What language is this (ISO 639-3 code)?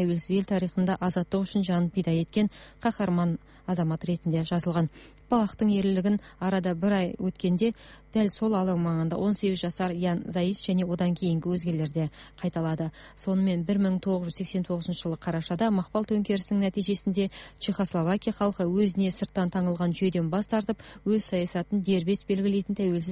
kaz